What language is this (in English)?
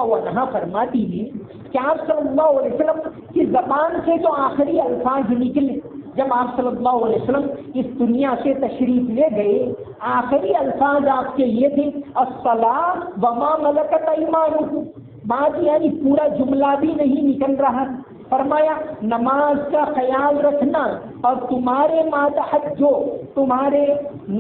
Urdu